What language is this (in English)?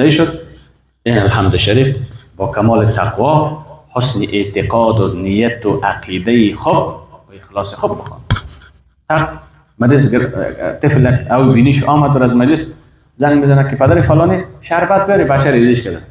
Persian